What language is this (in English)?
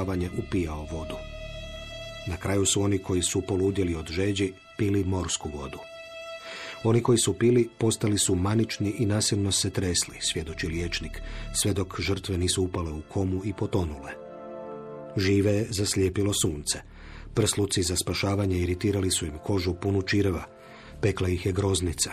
Croatian